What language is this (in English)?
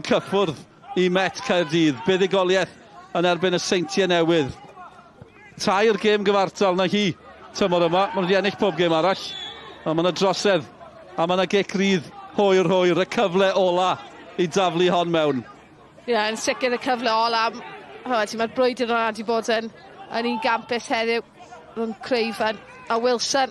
Welsh